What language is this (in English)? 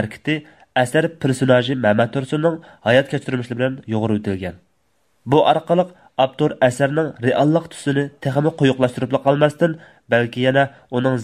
Uyghur